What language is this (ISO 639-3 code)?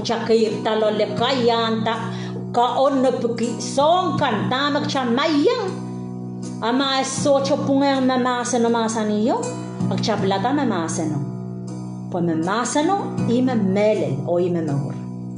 pon